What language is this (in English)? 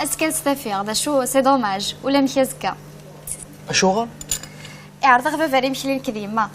Kabyle